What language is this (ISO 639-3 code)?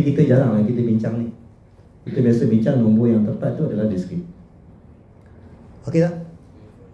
msa